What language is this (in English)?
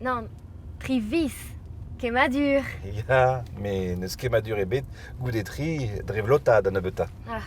Breton